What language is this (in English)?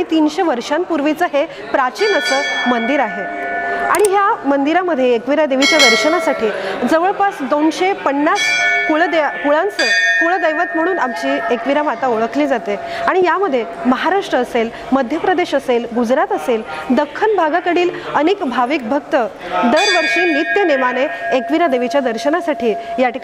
Marathi